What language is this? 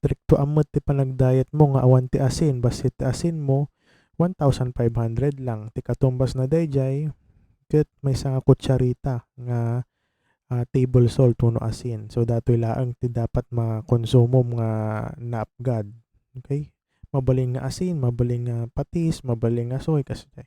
Iloko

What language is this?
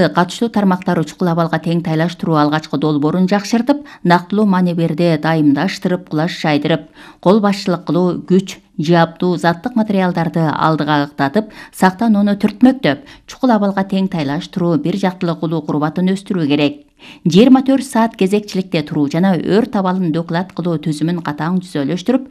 Kyrgyz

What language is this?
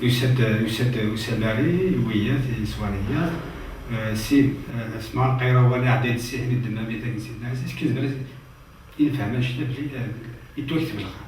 Kabyle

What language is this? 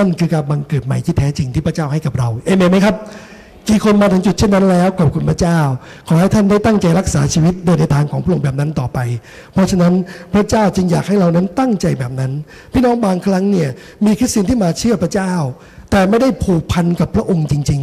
Thai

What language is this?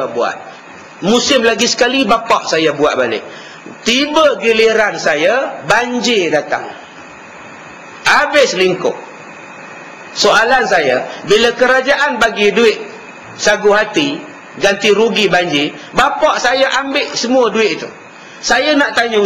Malay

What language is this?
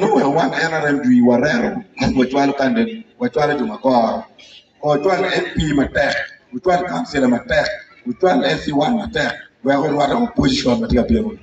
Acoli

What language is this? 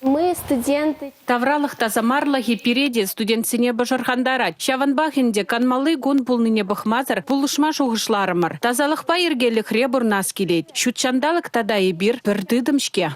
Chuvash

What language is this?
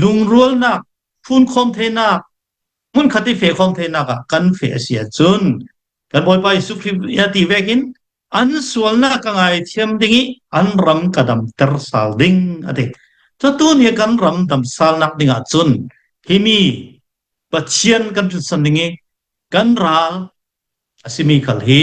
Hakha Chin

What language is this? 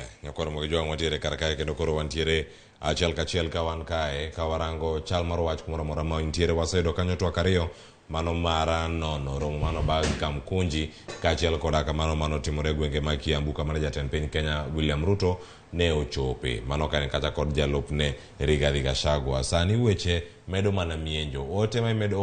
Luo (Kenya and Tanzania)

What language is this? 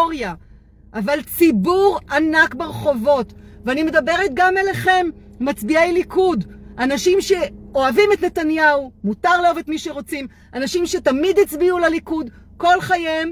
Hebrew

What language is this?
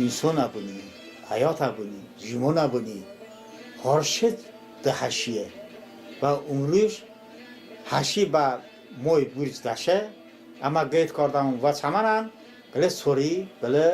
Talysh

